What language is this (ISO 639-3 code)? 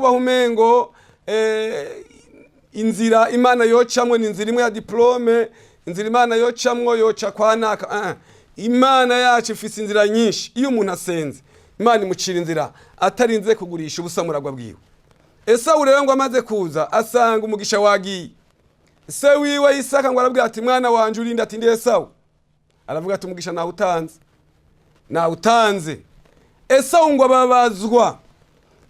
run